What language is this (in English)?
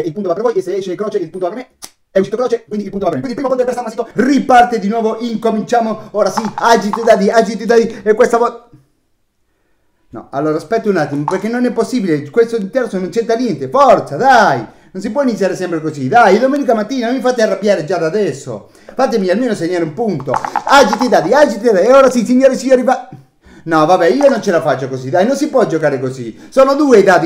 Italian